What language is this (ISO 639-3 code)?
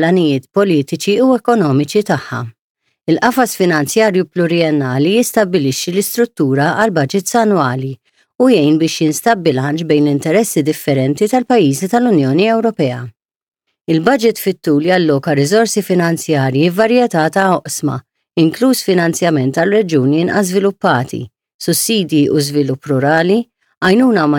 mlt